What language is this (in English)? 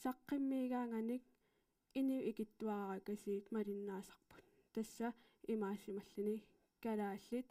Kalaallisut